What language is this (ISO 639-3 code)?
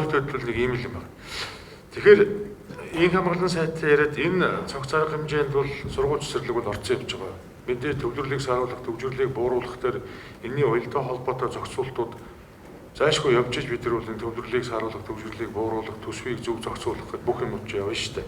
mon